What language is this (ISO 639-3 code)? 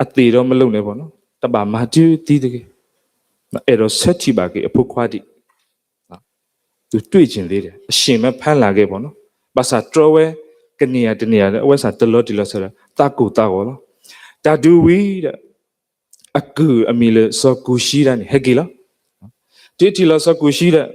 ksw